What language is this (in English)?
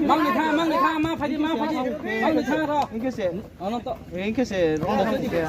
Riang (India)